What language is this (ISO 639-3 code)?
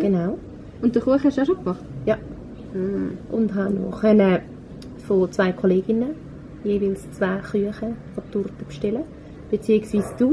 gsw